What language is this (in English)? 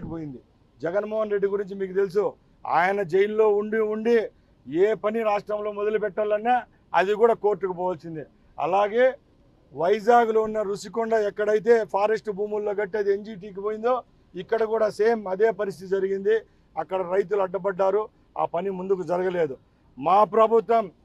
Telugu